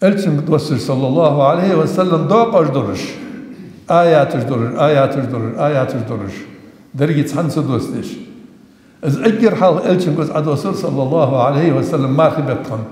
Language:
Ingush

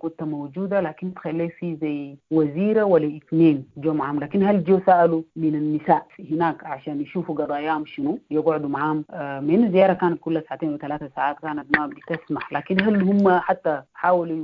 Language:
Sudanese Arabic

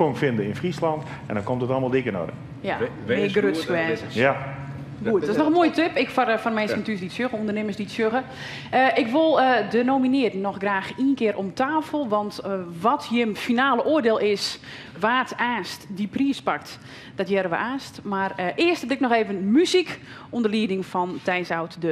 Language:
Western Frisian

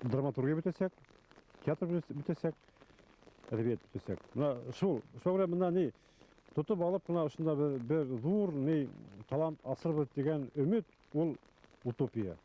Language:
Bashkir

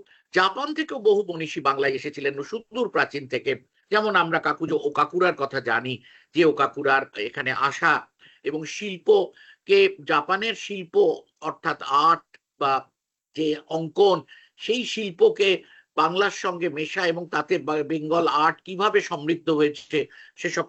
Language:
Bangla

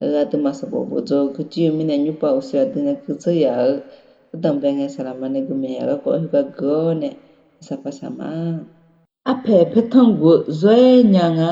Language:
Akha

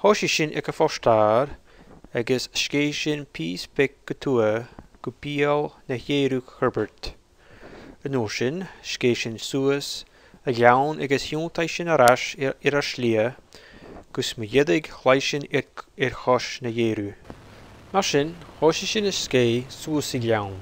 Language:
Scottish Gaelic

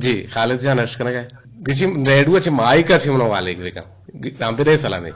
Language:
Eastern Balochi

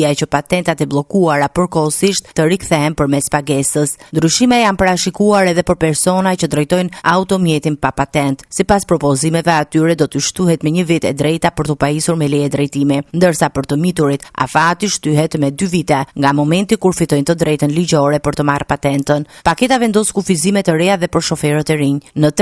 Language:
Albanian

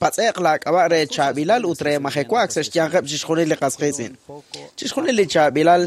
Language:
Kekchí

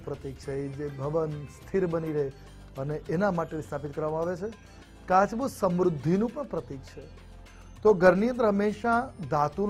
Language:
Gujarati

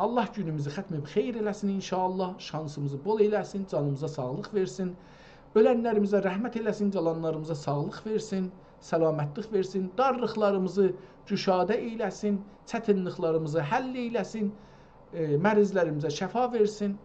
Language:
South Azerbaijani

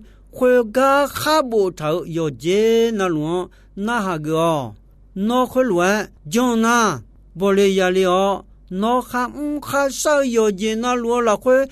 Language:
Akha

